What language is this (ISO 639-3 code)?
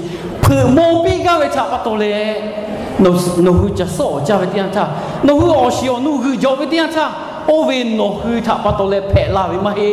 lhu